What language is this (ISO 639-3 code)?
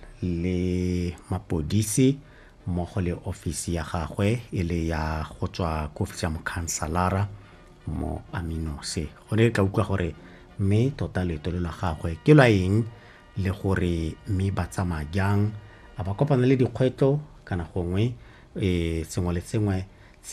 tsn